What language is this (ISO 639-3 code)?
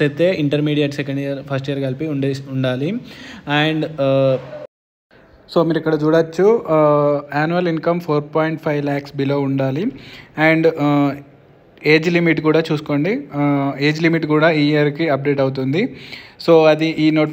tel